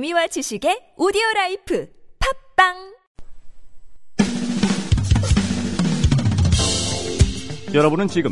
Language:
Korean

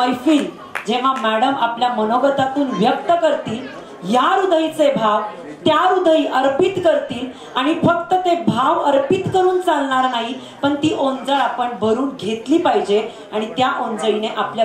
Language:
Marathi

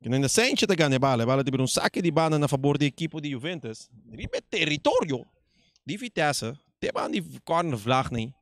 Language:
Papiamento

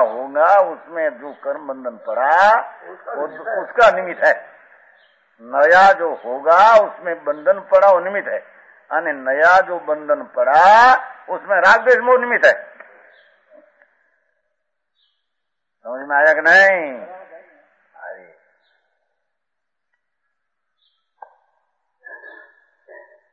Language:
Gujarati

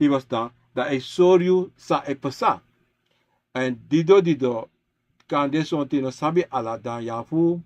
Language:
Sranan Tongo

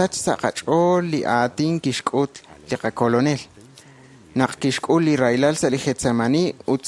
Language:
Kekchí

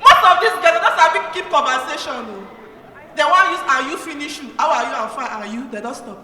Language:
Nigerian Pidgin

